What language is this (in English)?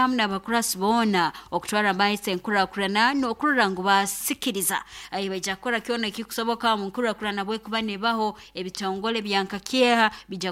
Nyoro